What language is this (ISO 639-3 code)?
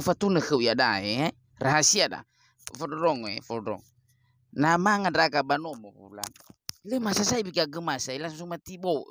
nia